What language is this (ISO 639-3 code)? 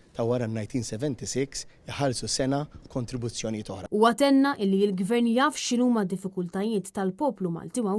mlt